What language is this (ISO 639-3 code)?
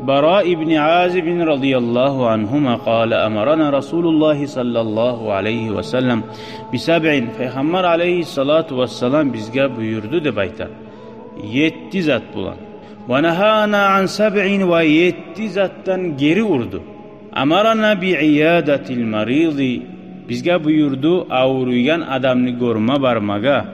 kum